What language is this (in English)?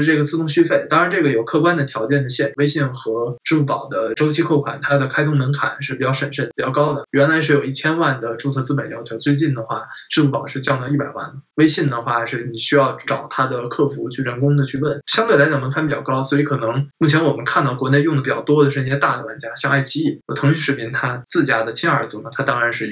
Chinese